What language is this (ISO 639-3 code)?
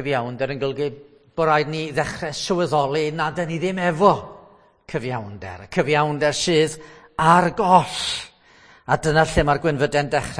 cym